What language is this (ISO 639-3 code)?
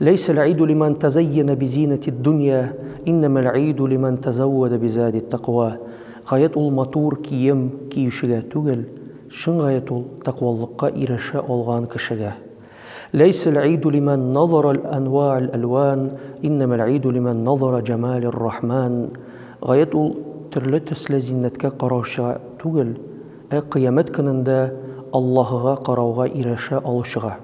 tat